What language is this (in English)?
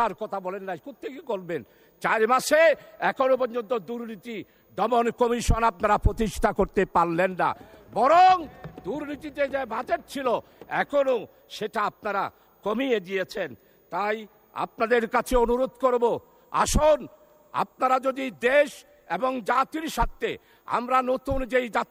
Bangla